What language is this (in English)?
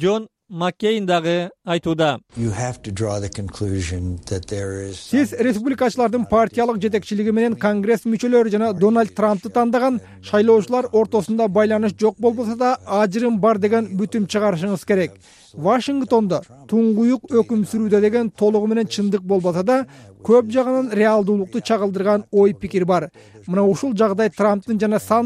Kyrgyz